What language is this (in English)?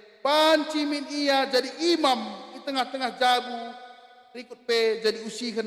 Batak Karo